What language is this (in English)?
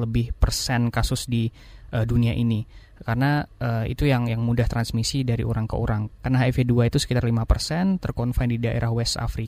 Indonesian